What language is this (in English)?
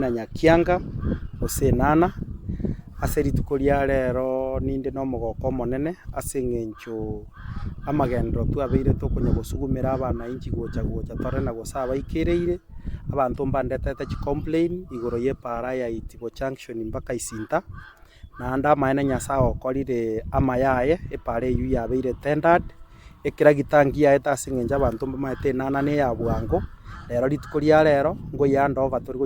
Gusii